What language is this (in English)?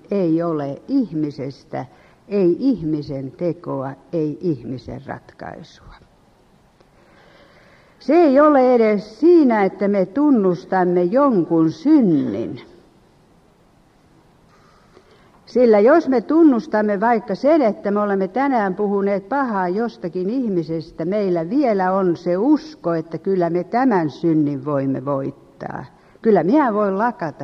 Finnish